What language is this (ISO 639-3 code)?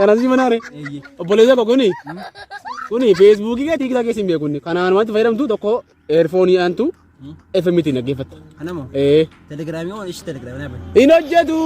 orm